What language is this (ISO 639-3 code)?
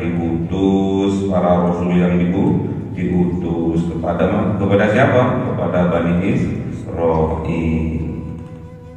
ind